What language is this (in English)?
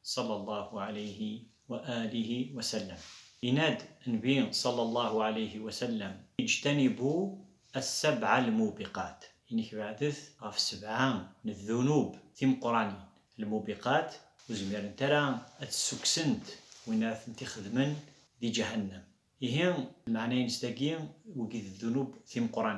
Kabyle